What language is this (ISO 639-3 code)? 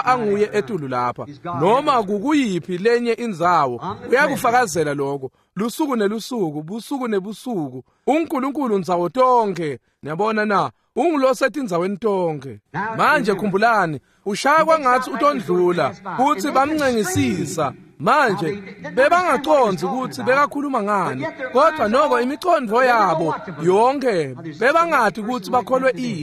ssw